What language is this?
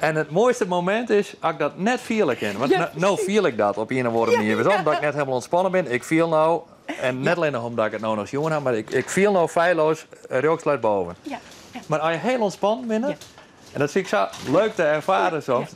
Western Frisian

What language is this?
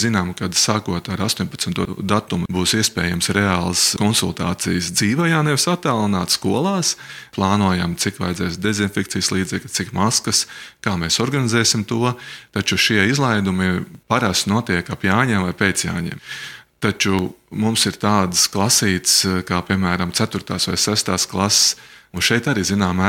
Latvian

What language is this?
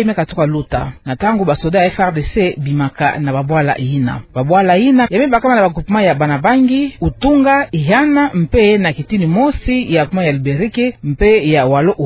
Kituba (Democratic Republic of Congo)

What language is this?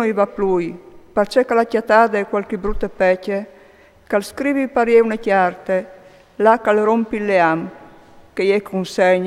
Friulian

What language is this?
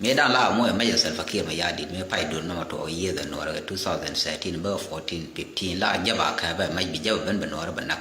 Nuer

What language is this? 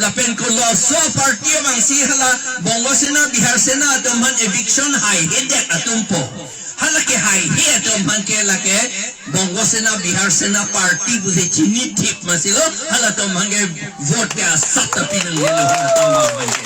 Karbi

